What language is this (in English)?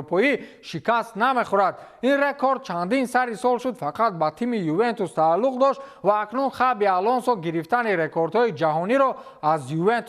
Tajik